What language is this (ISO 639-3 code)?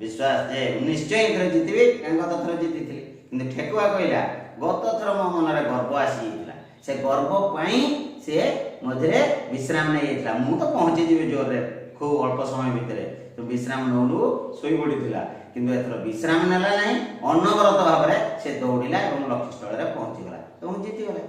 ori